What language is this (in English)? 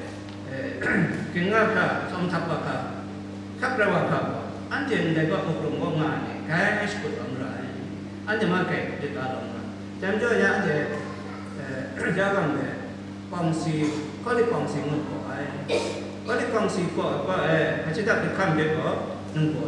Kachin